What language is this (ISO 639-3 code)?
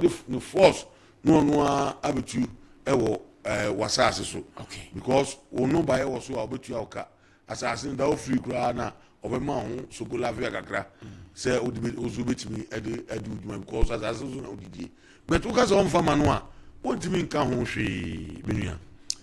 aka